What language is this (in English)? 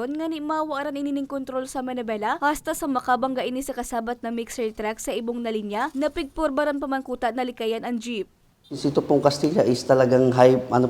Bikol